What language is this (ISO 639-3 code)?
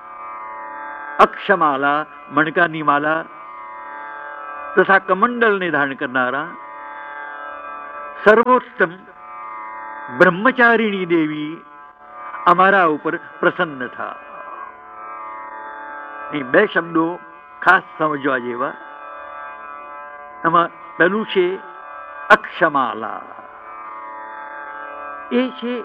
guj